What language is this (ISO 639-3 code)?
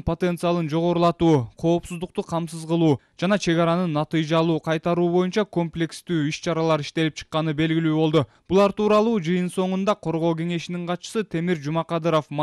kir